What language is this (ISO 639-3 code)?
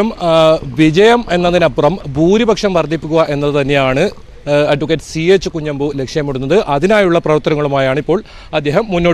mal